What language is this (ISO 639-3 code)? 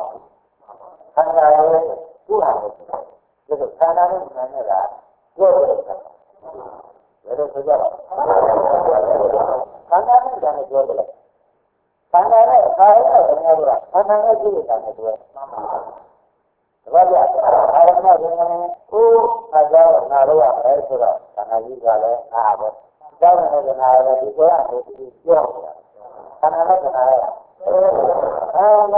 mya